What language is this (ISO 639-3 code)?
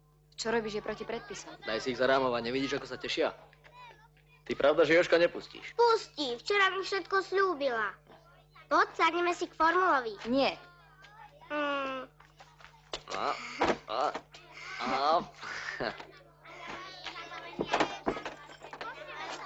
slk